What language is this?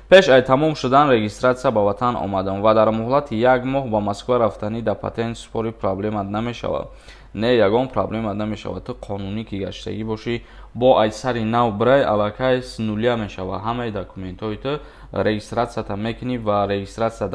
Tajik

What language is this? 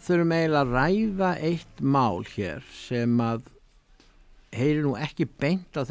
Icelandic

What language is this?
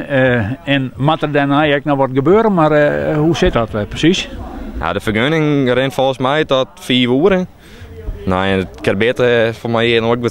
Western Frisian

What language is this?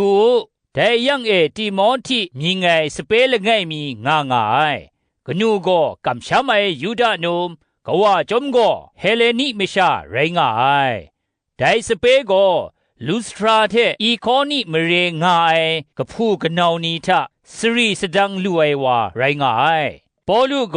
Kachin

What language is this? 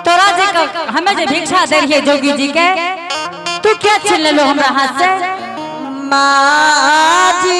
Angika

